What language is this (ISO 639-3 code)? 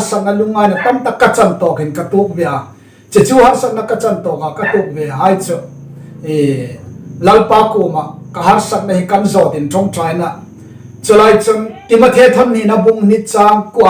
hmr